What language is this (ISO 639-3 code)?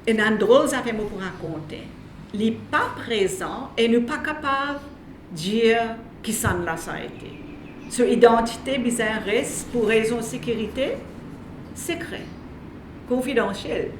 mfe